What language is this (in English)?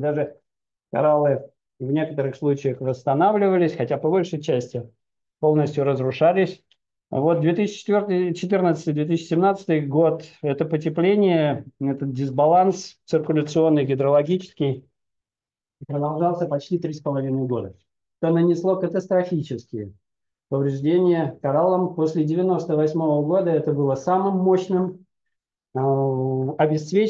Russian